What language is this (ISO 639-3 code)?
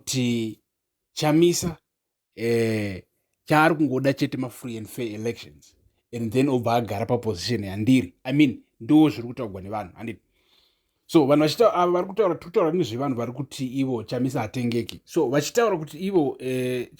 sna